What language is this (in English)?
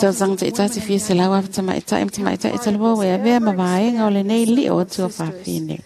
Samoan